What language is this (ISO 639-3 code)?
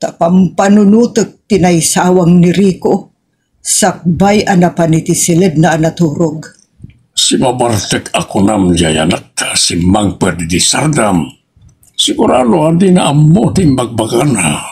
ilo